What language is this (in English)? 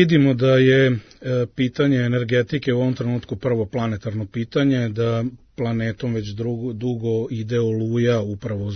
Serbian